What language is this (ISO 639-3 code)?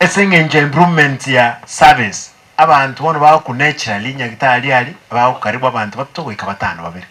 guz